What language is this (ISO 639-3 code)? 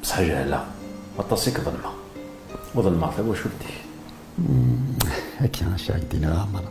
kab